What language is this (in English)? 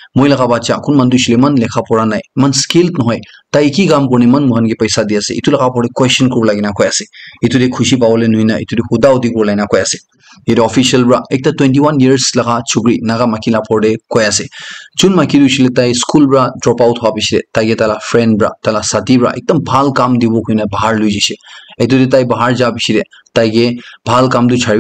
Naga Pidgin